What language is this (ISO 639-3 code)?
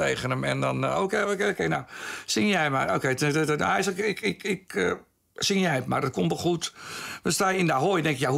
nld